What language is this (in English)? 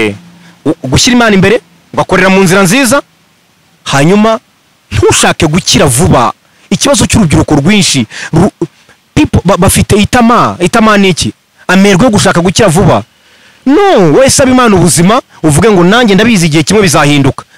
Kinyarwanda